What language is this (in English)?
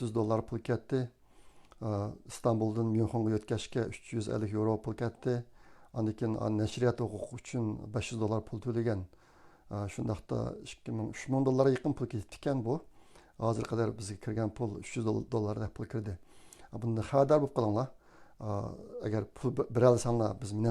Uyghur